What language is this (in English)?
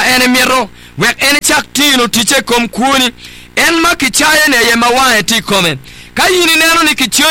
Acoli